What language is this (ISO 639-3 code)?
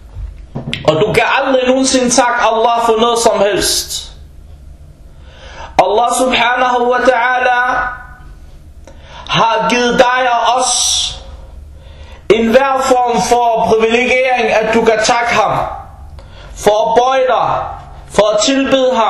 dan